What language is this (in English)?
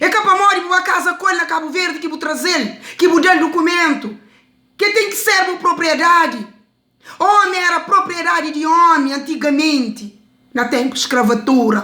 Kabuverdianu